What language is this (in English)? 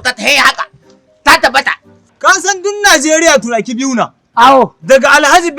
Hausa